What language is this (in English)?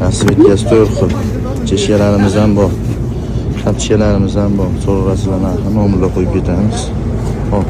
Uzbek